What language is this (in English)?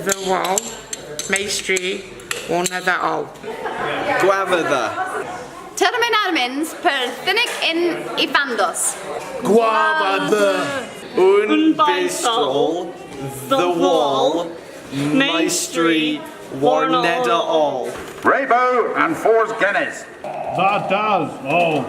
Cornish